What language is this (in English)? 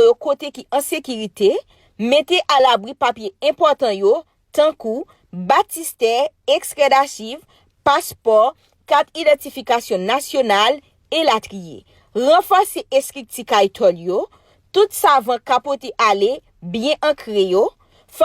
Haitian Creole